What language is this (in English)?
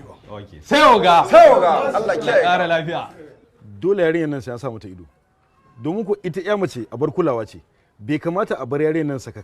Hausa